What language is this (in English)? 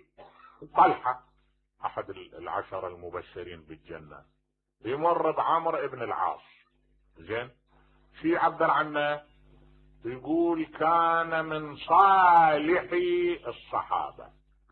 Mesopotamian Arabic